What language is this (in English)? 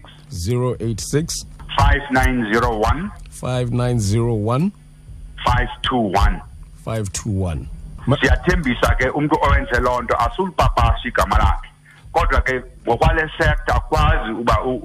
Xhosa